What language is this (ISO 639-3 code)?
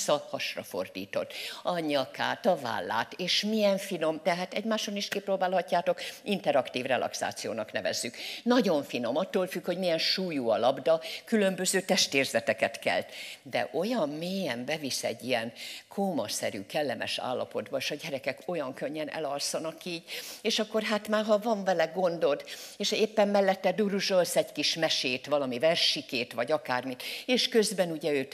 hun